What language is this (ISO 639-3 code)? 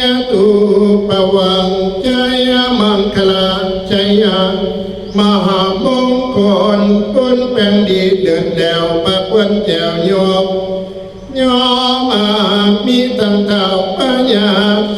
tts